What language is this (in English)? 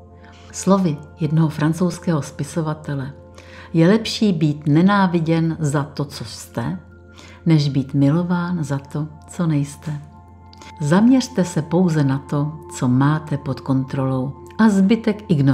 Czech